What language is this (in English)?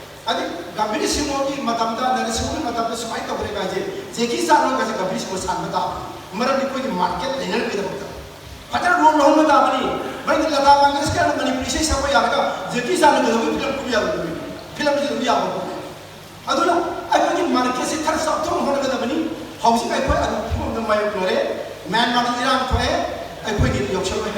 Manipuri